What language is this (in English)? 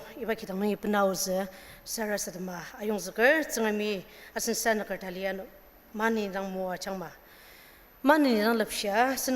Ao Naga